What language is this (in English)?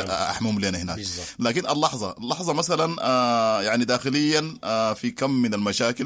Sudanese Arabic